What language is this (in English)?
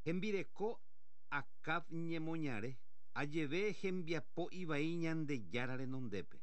Guarani